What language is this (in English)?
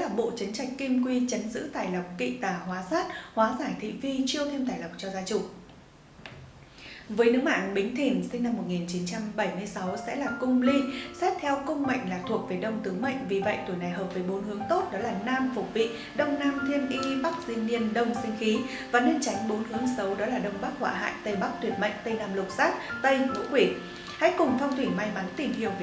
Vietnamese